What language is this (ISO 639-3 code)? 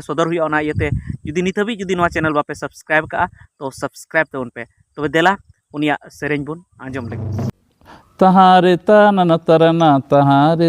sat